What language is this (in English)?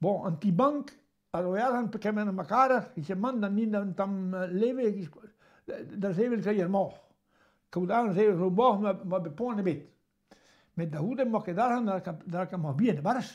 Breton